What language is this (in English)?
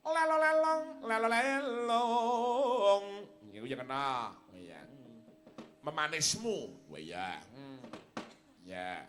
Javanese